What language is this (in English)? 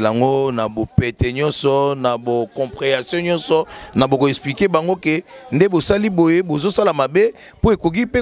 Lingala